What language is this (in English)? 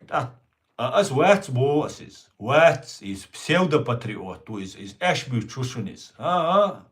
Chechen